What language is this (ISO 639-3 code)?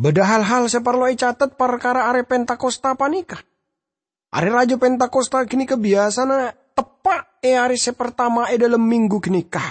mad